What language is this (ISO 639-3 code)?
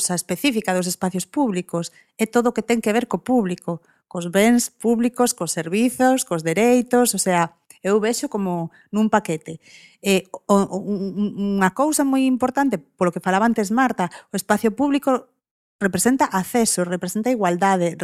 glg